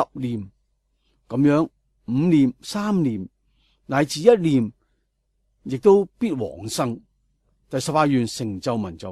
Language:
Cantonese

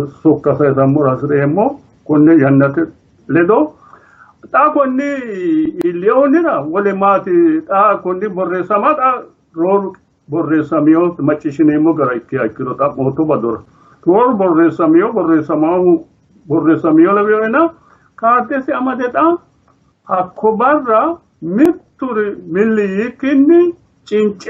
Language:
Sidamo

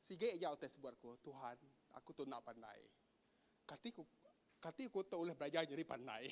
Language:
Iban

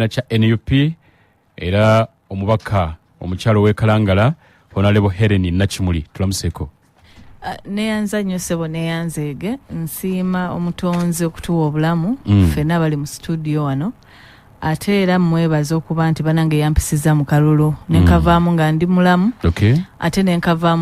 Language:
Ganda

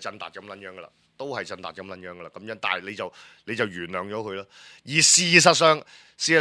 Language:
Cantonese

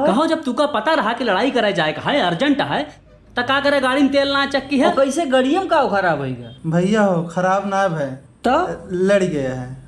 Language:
Awadhi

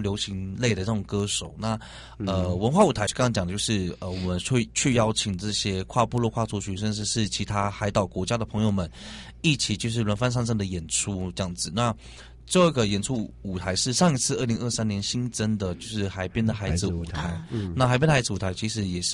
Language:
Chinese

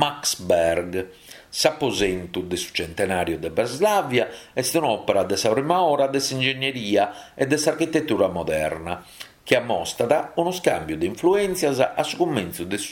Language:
Sardinian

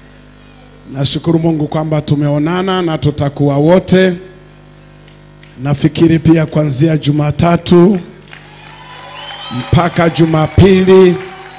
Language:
Swahili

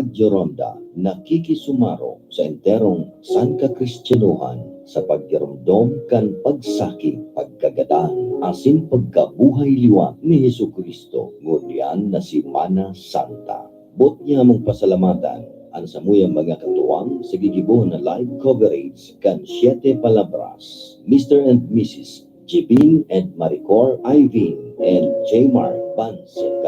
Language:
Bikol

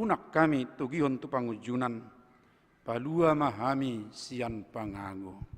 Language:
Batak Toba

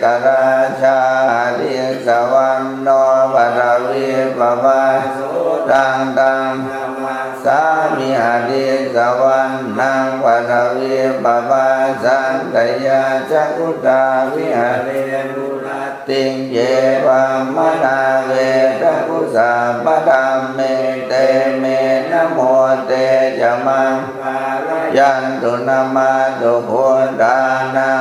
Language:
Pali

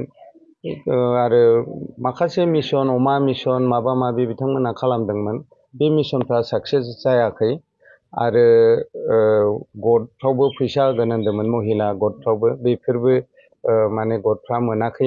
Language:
Bodo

